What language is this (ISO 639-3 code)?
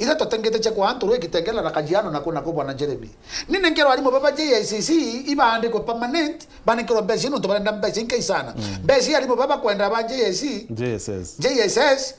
mer